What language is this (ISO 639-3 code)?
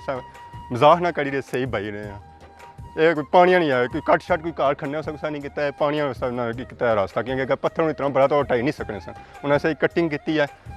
phr